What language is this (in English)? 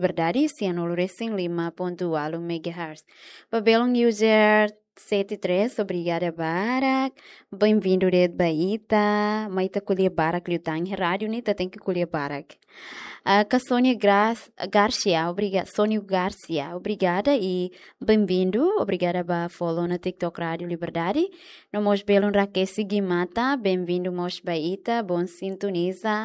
Tetum